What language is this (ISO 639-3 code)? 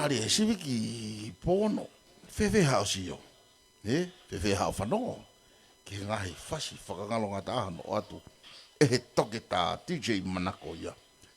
ton